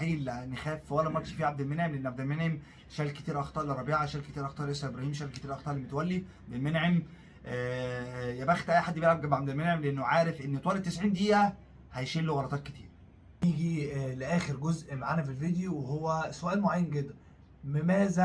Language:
Egyptian Arabic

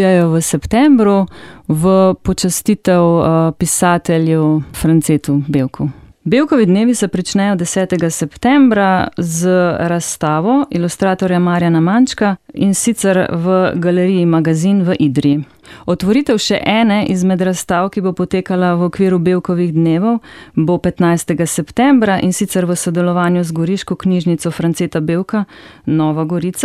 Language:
Slovenian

